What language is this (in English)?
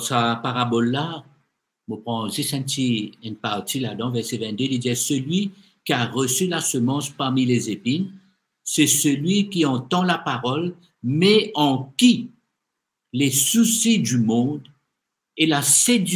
Morisyen